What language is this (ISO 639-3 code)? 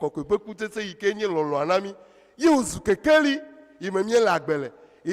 ewe